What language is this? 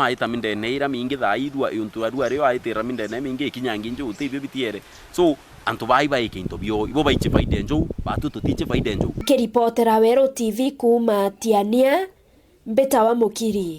Meru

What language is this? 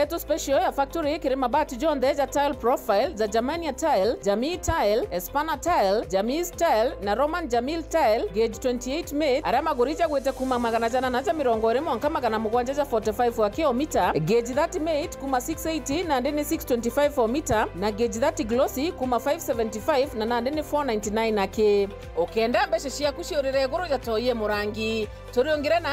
Meru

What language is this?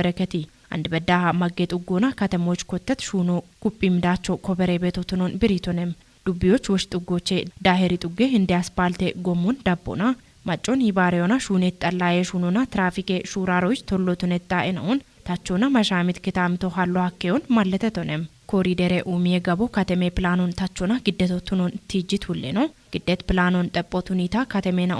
Kafa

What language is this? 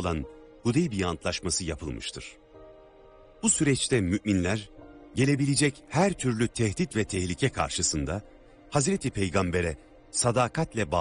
Turkish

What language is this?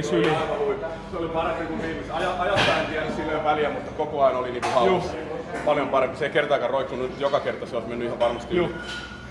Finnish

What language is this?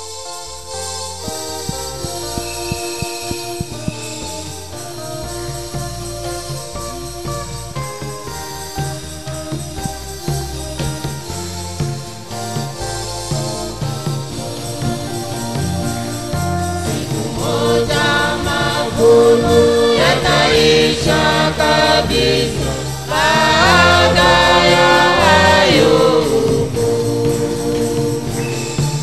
Swahili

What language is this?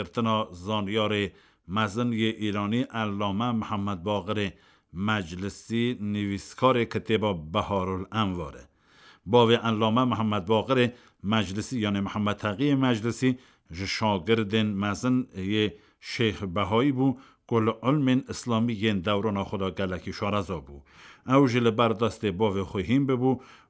Kurdish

